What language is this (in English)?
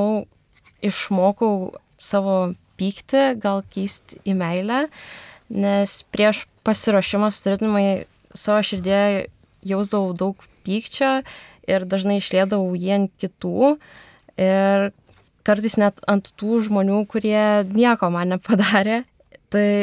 Lithuanian